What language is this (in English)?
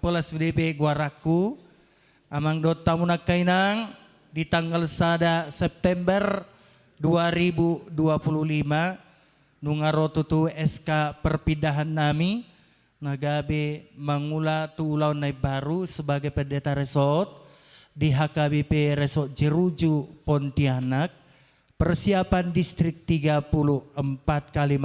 Batak Toba